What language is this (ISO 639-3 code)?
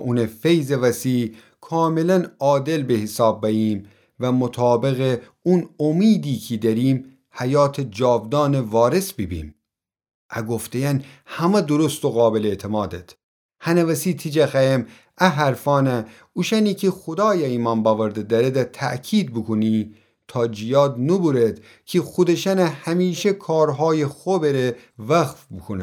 glk